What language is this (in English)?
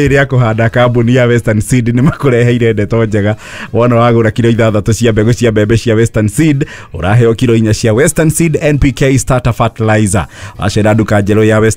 Kikuyu